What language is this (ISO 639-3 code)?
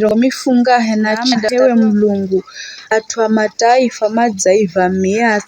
nyf